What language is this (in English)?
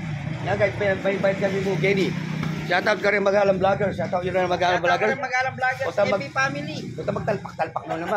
Pampanga